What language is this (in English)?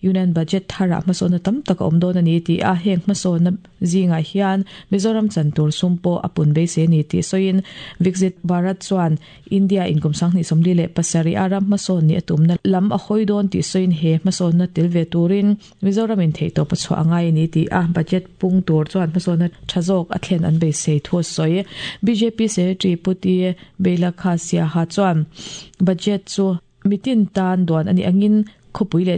Mizo